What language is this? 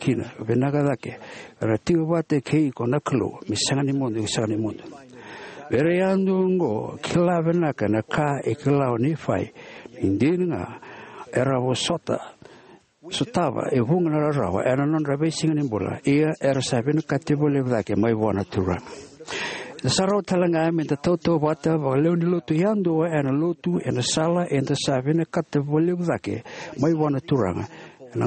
Fijian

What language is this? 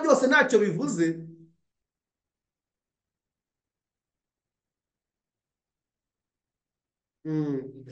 Kinyarwanda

